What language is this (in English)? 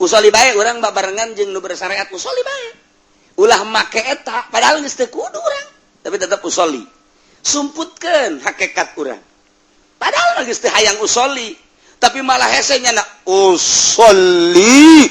Sundanese